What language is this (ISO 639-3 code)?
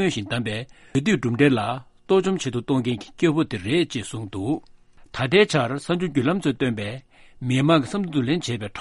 bod